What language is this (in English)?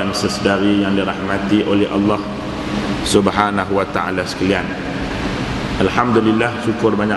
Malay